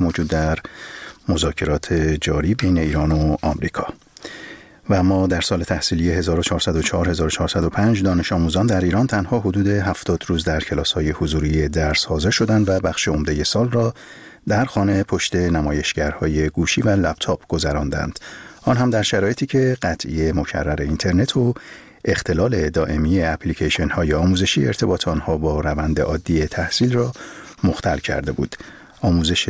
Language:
Persian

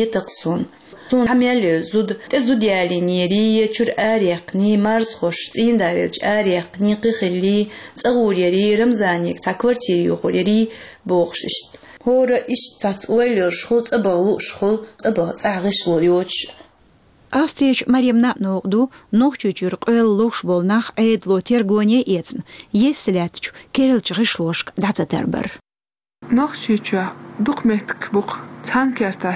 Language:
Chechen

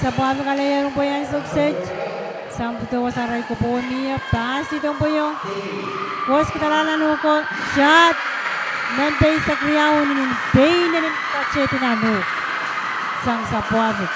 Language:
Pohnpeian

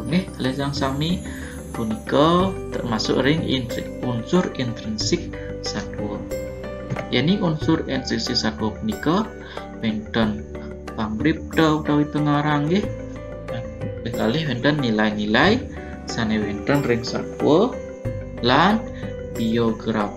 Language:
Balinese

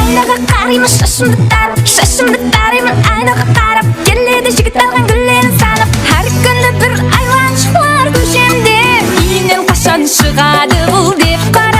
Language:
Kara-Kalpak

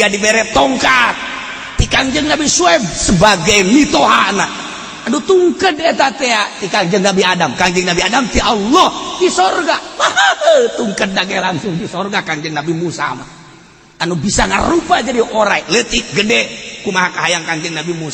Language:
Sundanese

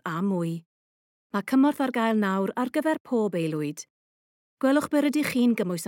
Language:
Welsh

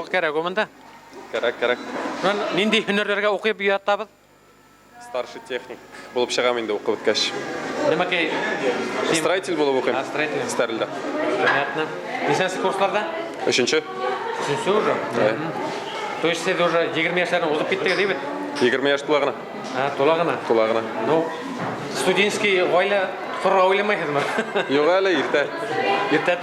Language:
Bashkir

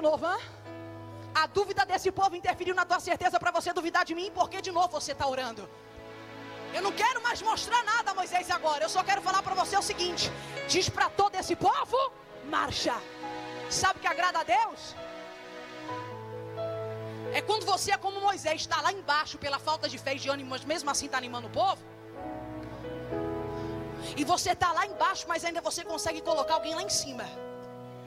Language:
Portuguese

